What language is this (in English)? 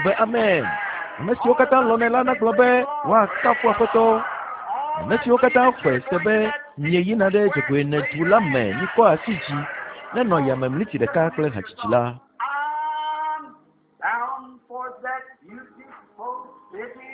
Ewe